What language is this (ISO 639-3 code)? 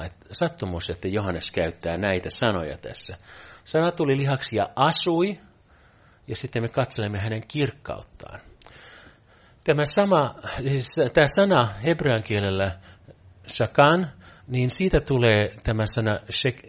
fin